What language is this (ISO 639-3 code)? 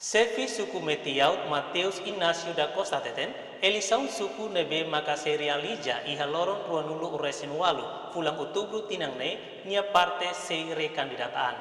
tet